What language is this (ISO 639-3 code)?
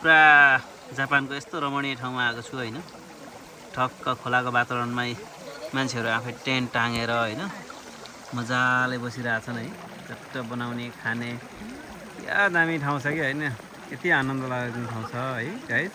nep